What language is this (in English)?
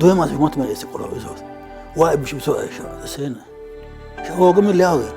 Sidamo